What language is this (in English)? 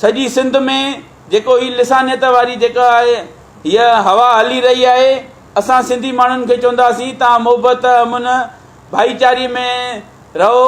Sindhi